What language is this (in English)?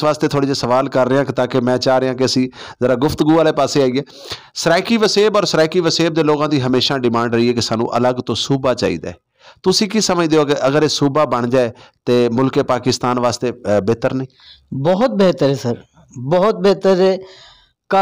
Saraiki